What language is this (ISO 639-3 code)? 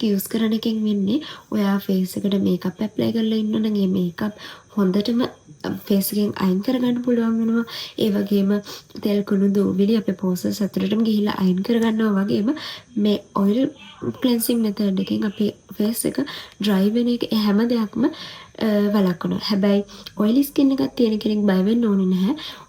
sin